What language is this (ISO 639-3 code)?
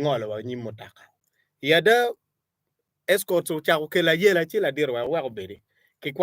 ach